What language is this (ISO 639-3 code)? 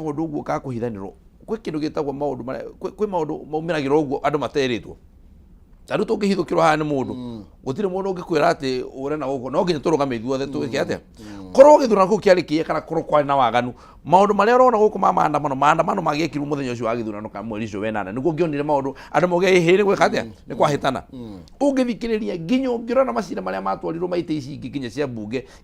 kik